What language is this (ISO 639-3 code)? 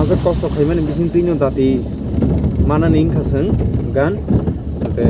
trp